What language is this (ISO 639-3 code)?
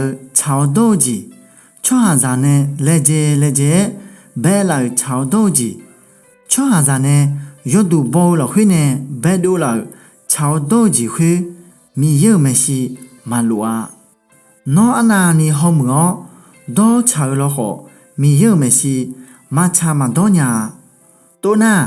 ahk